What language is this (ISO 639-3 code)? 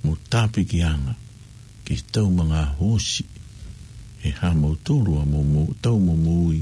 ton